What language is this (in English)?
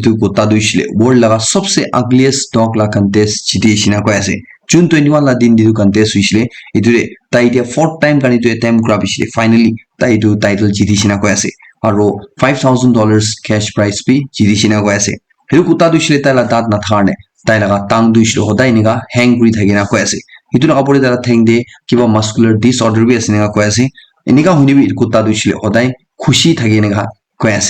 Naga Pidgin